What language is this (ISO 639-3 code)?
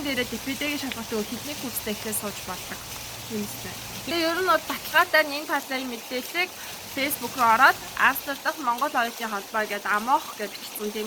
mon